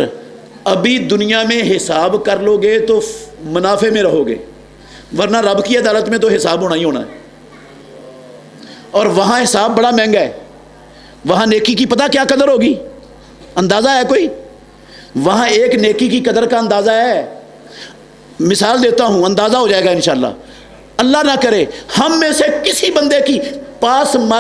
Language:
Urdu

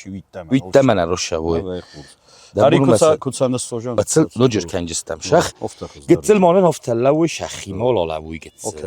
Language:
Ossetic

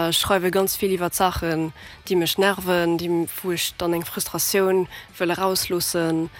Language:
Luxembourgish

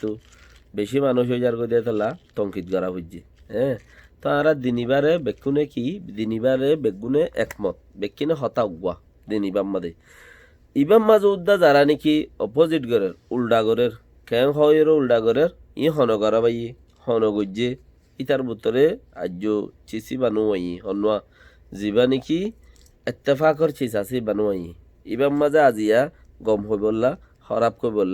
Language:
Rohingya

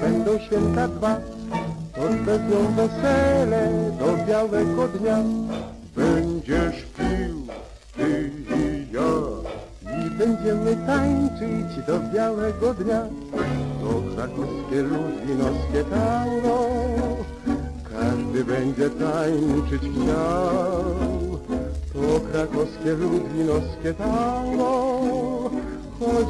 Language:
Polish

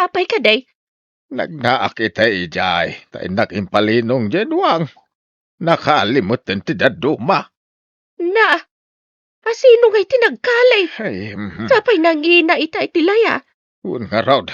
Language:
Iloko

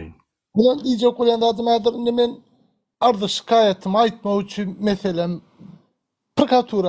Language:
Turkmen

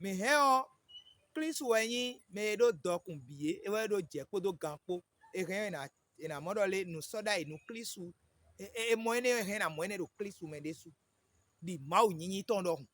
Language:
Fon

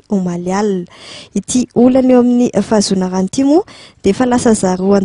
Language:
Malagasy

